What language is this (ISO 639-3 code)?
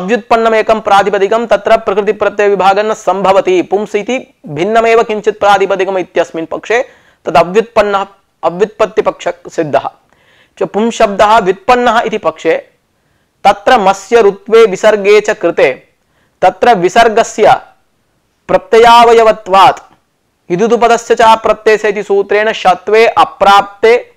san